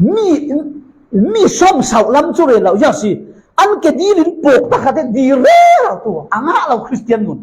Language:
Falam Chin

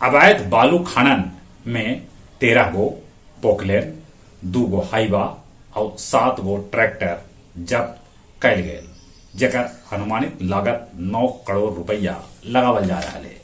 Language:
Magahi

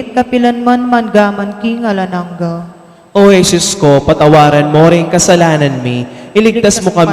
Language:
Pampanga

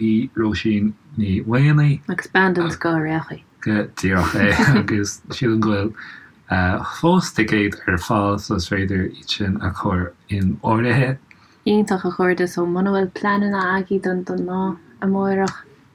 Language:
Irish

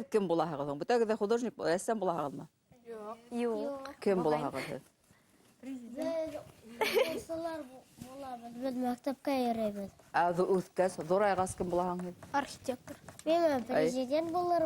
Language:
Bashkir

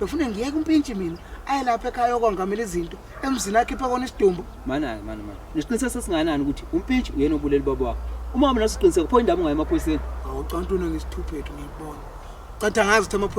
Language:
Zulu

